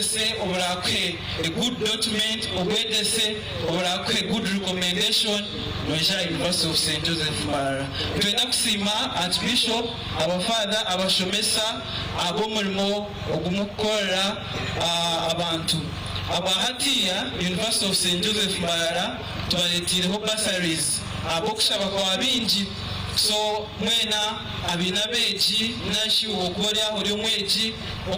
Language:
Nyankole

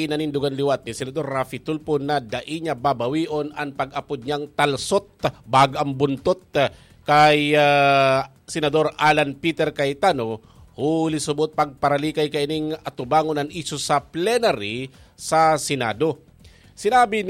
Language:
Bikol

